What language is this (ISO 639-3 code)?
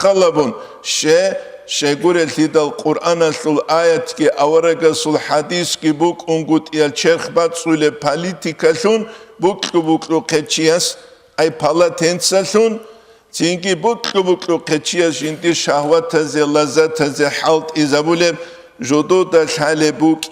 ava